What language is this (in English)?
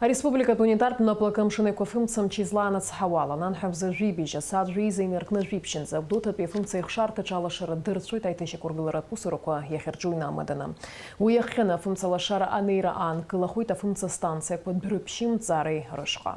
Abkhazian